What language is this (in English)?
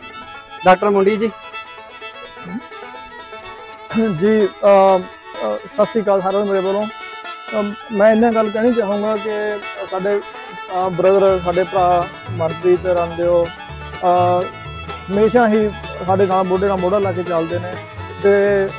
Punjabi